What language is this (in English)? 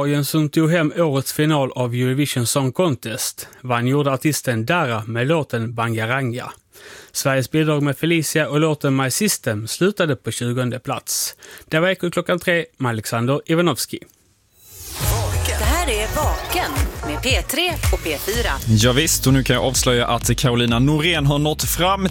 Swedish